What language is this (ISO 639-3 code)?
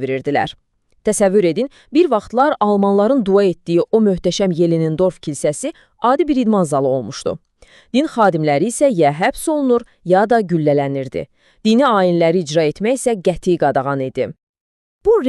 aze